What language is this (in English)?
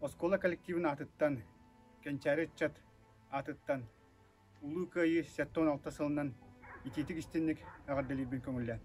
Yakut